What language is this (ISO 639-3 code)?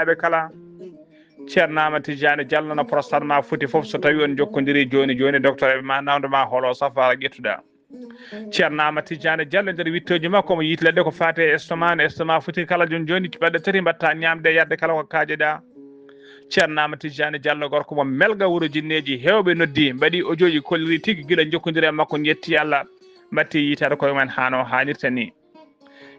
ful